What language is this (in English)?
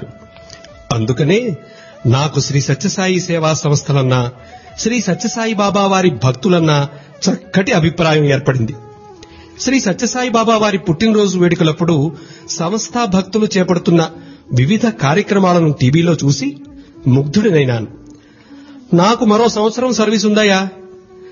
Telugu